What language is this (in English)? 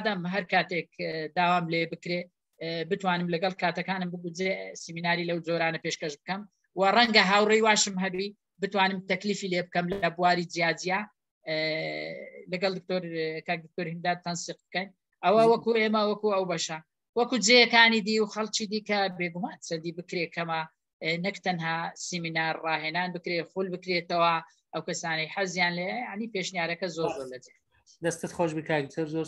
Central Kurdish